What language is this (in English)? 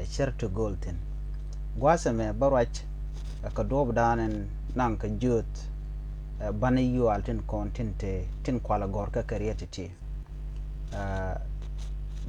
Nuer